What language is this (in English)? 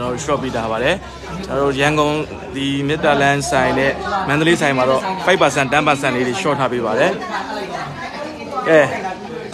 Burmese